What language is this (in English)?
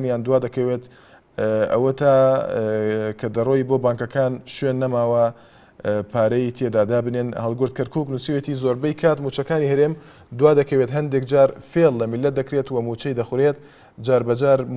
Central Kurdish